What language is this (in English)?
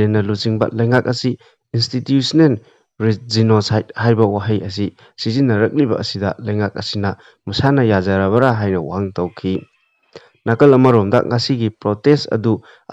Manipuri